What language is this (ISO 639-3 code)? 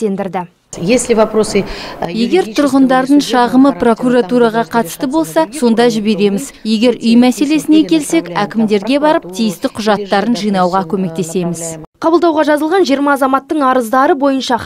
kaz